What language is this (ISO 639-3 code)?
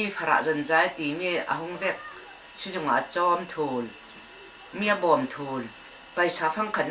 cnh